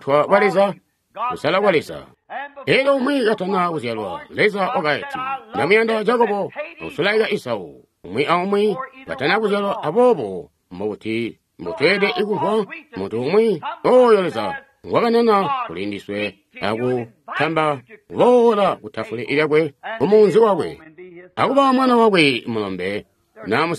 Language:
Tonga (Zambia)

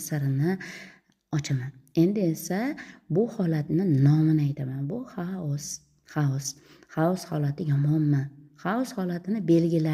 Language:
Uzbek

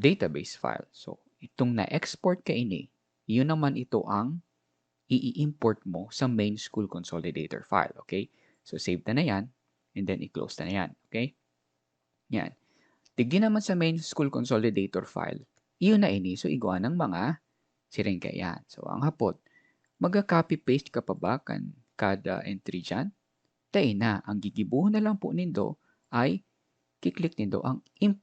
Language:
Bikol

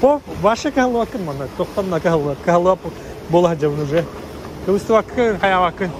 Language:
Yakut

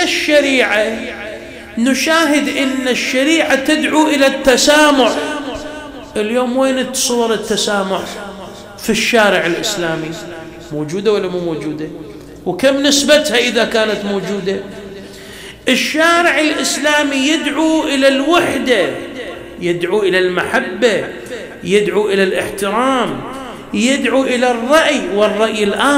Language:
Mesopotamian Arabic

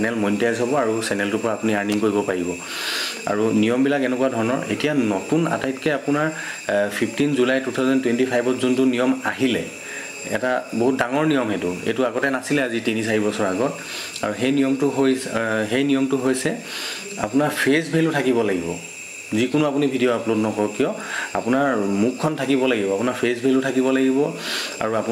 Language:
Assamese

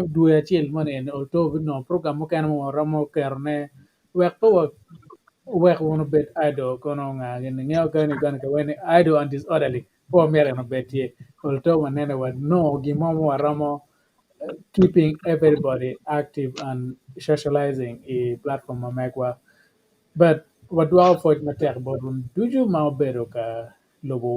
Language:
Acoli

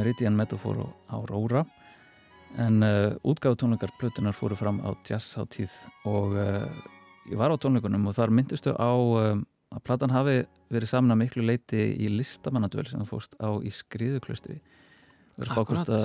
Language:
Icelandic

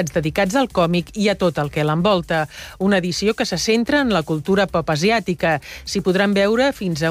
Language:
Catalan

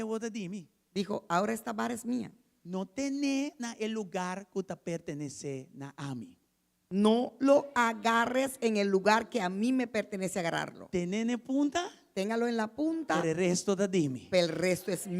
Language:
Papiamento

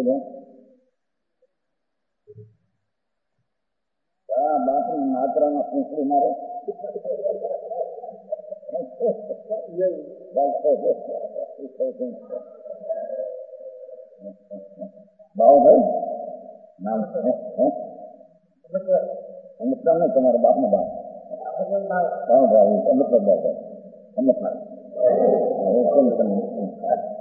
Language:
Gujarati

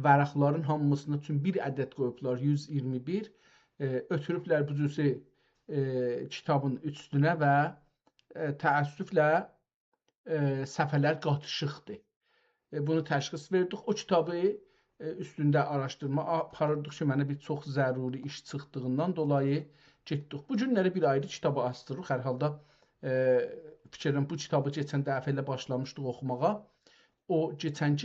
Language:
South Azerbaijani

